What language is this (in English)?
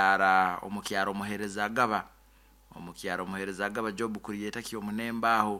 Nyankole